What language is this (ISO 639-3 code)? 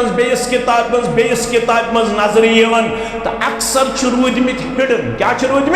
kas